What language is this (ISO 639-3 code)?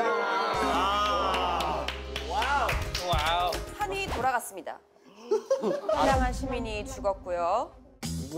kor